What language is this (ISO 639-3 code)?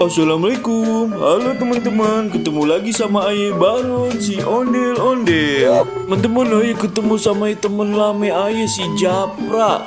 bew